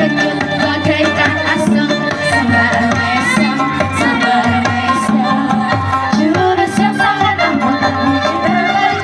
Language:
Banjar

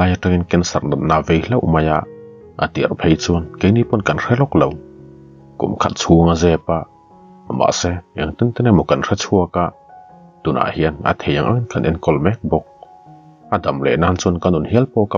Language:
Mizo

